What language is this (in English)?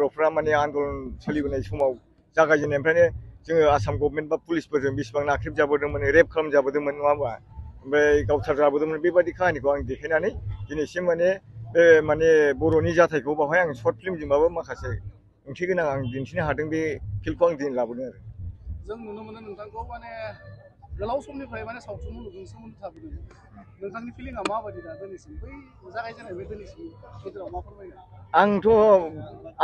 Bodo